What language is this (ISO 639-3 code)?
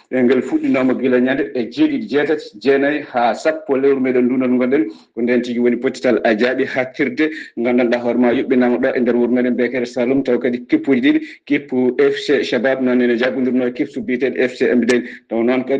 ful